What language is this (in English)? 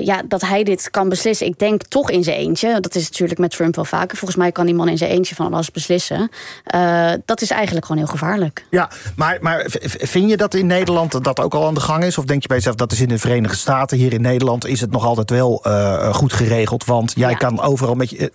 Dutch